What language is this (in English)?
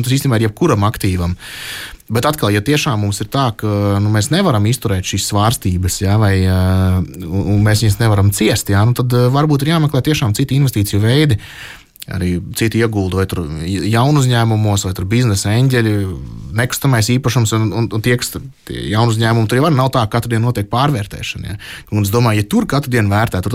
Latvian